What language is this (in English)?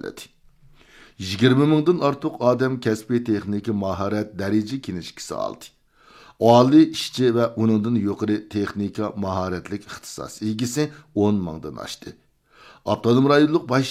Uyghur